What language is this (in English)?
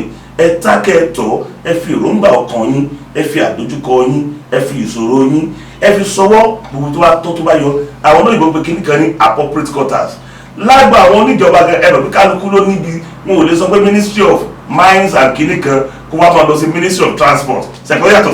Yoruba